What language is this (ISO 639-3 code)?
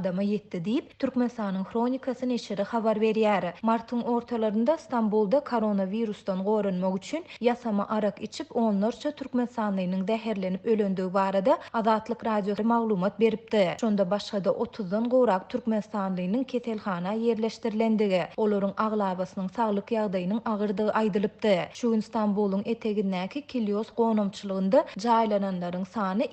tuk